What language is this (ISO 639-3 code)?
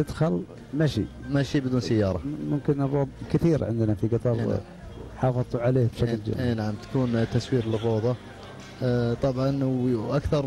afb